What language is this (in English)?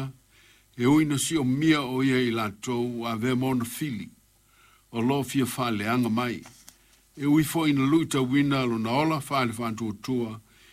Samoan